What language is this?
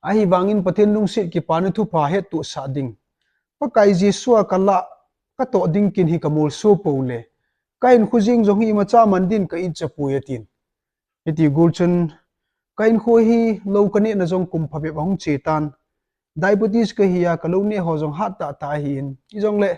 Thado Chin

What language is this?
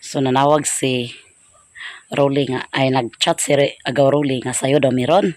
Cebuano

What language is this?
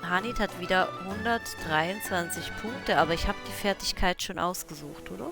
Swiss German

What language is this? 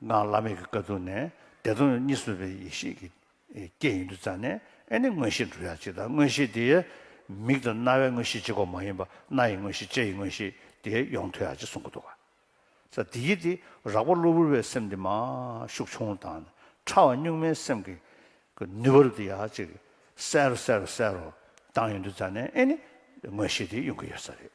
Tibetan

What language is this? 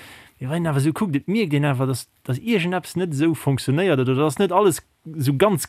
Luxembourgish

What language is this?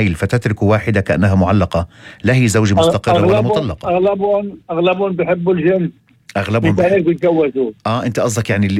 North Levantine Arabic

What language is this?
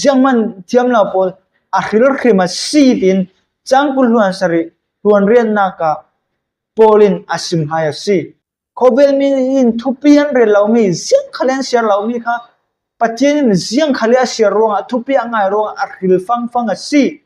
Falam Chin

